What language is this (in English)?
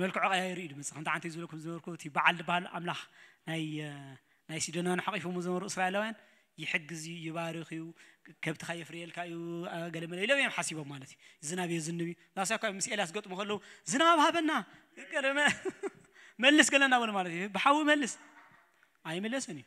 Tigrinya